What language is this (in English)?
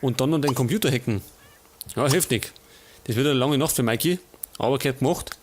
Bavarian